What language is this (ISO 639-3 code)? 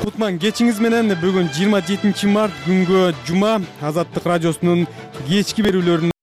kir